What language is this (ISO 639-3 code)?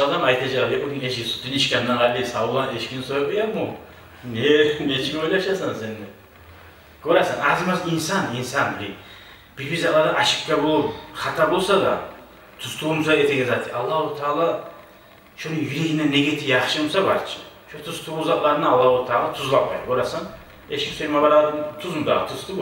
kum